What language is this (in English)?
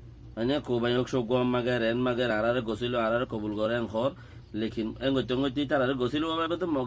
Rohingya